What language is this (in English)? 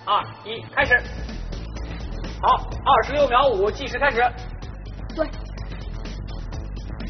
Chinese